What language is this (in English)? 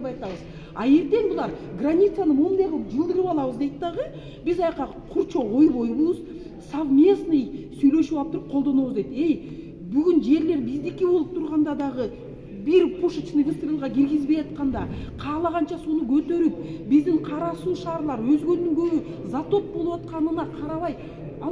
Kyrgyz